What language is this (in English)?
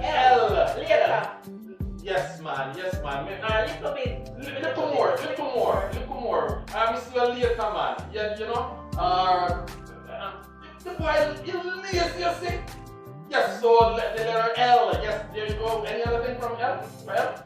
Jamaican Creole English